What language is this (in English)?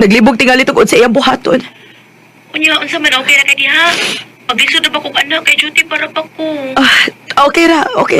Cebuano